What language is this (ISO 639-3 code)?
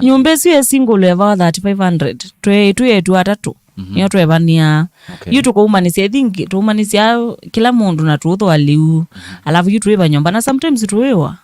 kam